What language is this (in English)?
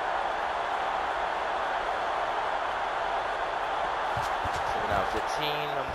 English